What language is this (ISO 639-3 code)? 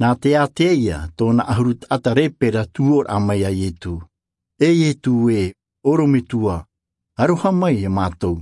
tah